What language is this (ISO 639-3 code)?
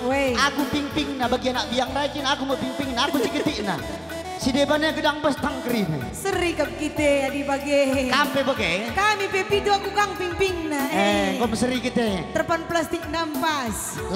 btx